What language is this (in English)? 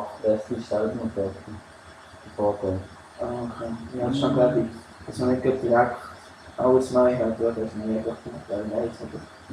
Swiss German